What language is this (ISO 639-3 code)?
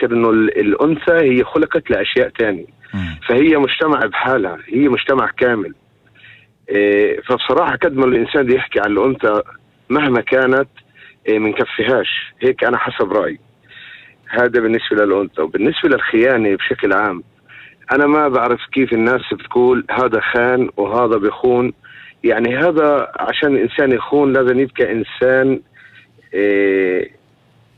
apc